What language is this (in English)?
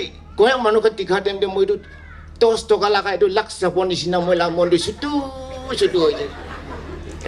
Naga Pidgin